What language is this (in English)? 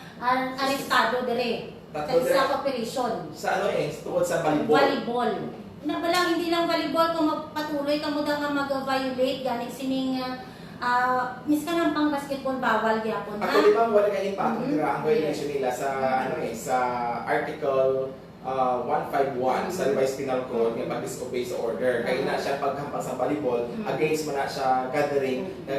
Hiligaynon